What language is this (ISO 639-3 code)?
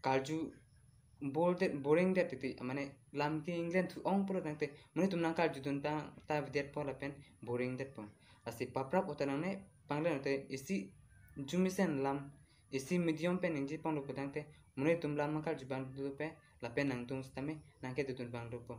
mjw